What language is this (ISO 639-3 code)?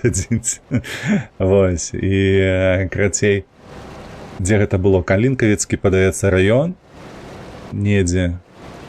bel